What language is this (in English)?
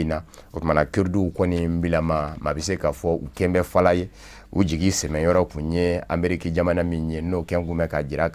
Bambara